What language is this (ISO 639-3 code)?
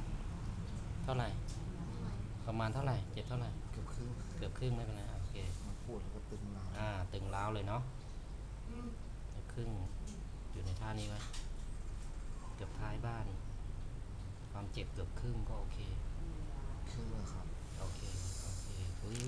tha